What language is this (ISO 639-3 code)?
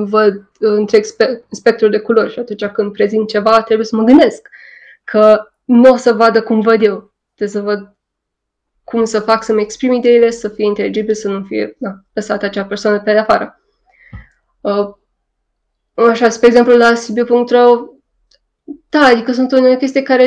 ron